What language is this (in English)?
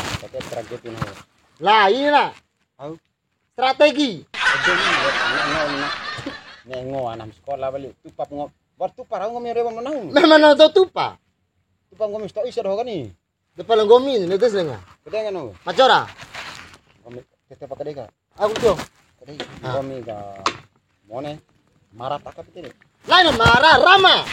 Bima